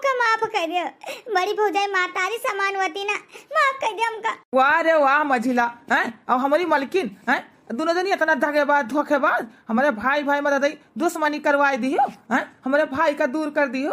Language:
Awadhi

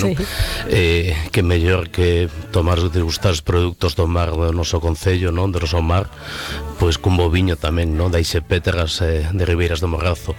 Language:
Galician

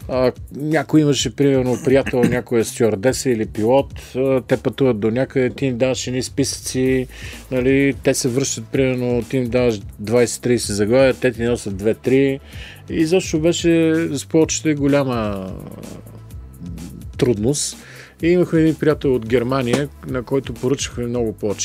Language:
Bulgarian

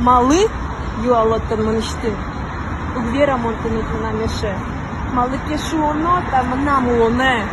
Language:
Udmurt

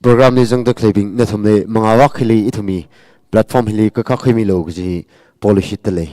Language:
Tangkhul Naga (India)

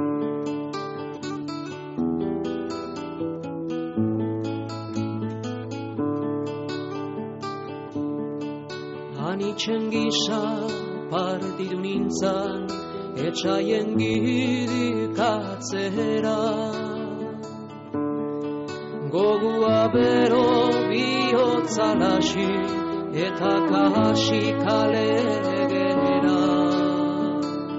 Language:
Basque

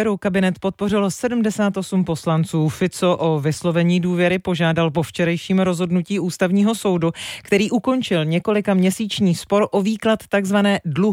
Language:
Czech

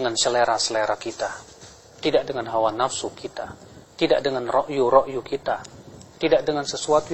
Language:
Indonesian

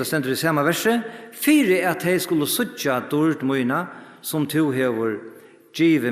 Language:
Faroese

